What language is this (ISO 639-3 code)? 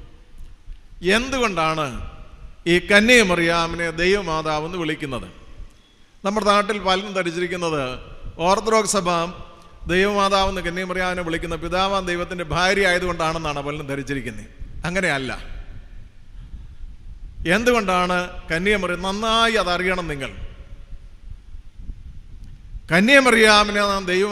mal